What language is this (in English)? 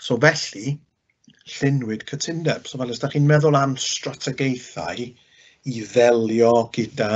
Welsh